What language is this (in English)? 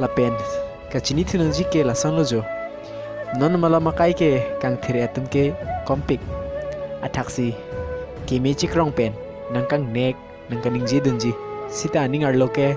Karbi